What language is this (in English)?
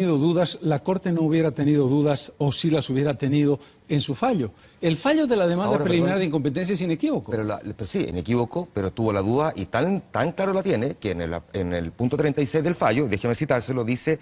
Spanish